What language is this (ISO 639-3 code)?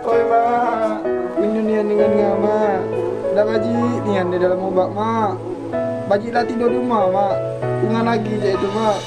mui